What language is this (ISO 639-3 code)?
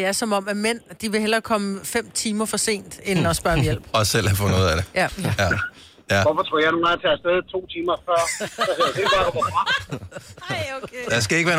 dan